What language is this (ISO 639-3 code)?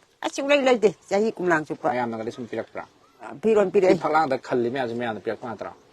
mni